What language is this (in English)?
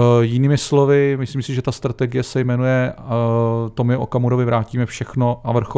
Czech